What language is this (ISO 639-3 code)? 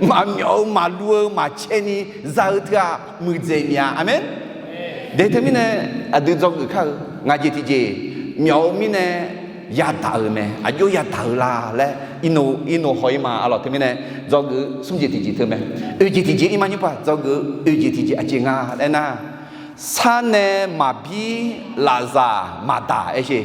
ahk